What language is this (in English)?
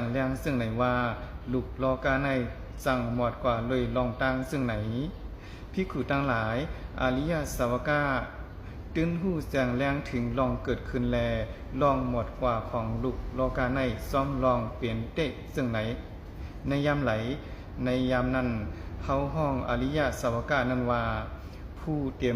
Shan